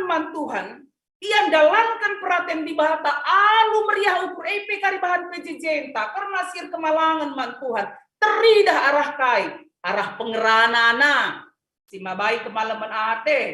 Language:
Batak Karo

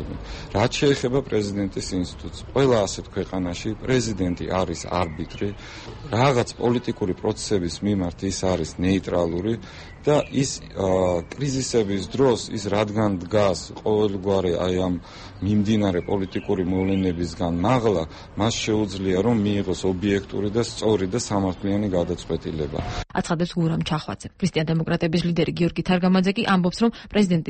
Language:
Georgian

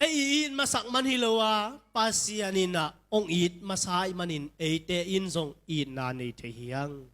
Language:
Tedim Chin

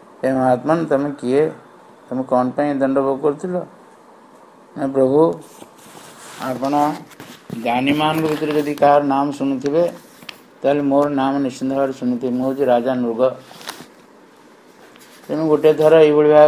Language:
Odia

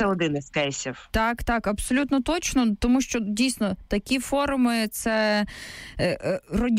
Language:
Ukrainian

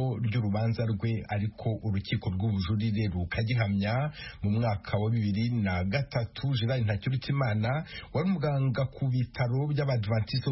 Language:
Kinyarwanda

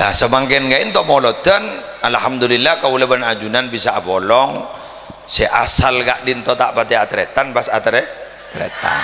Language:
Madurese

